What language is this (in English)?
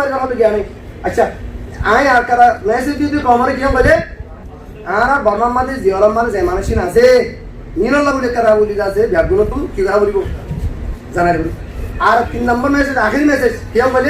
Rohingya